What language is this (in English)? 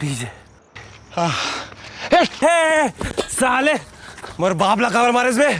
Chhattisgarhi